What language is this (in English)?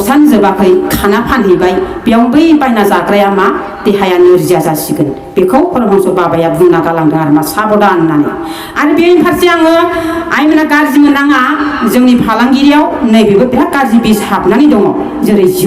Bodo